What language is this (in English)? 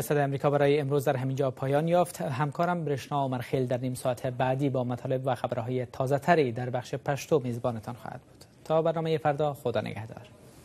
Persian